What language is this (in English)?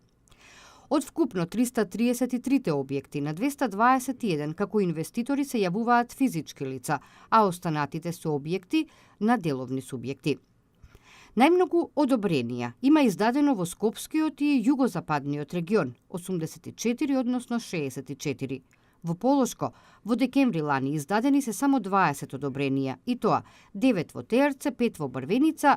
Macedonian